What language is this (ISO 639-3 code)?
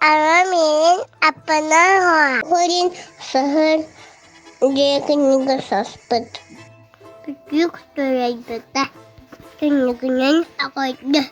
sah